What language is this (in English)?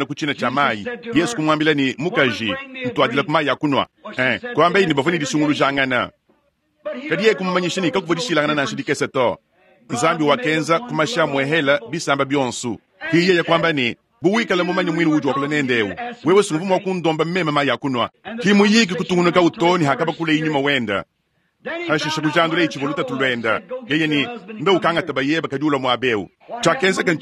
Luba-Lulua